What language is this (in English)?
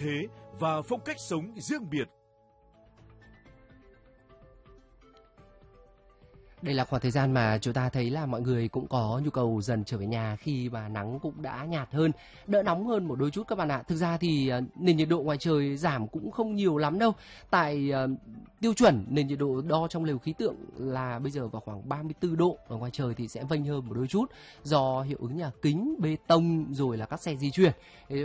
Vietnamese